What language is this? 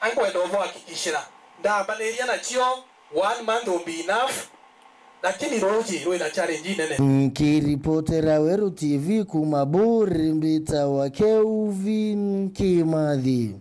Meru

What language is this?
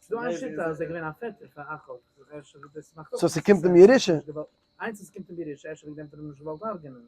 Yiddish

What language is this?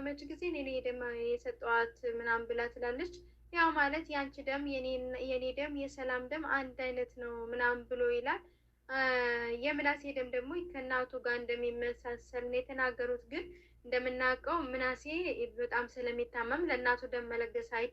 Amharic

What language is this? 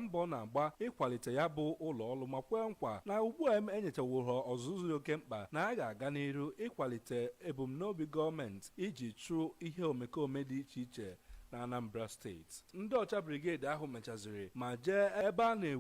Igbo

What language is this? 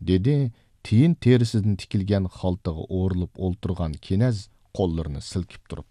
Uyghur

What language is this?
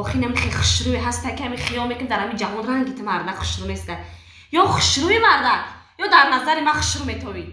Tajik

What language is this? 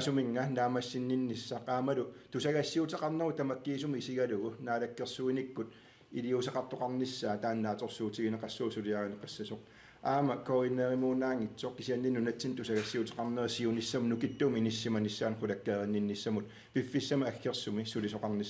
Kalaallisut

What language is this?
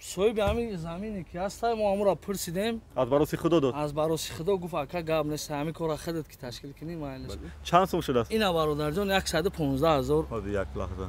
Tajik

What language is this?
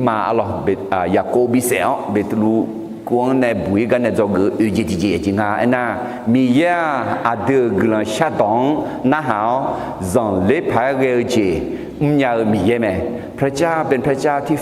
Akha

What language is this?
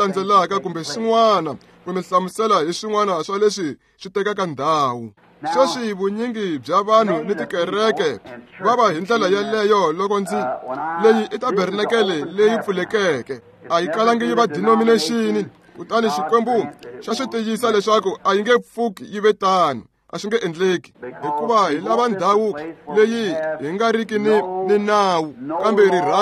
Tsonga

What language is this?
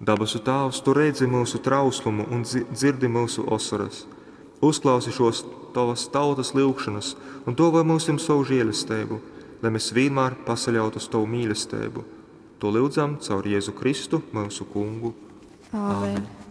Latgalian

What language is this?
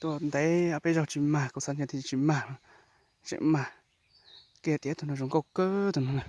Hmong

